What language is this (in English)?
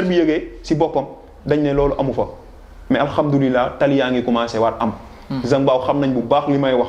Wolof